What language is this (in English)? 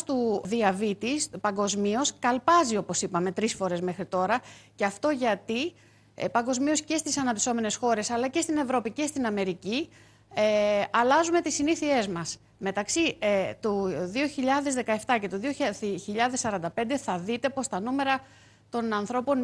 Greek